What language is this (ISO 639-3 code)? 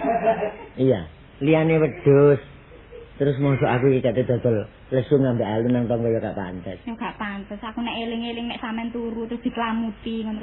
jav